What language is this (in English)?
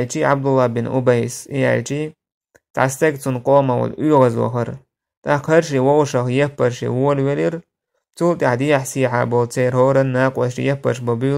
Chechen